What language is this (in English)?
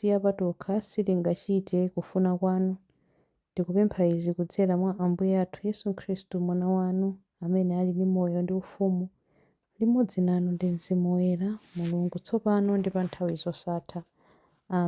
Nyanja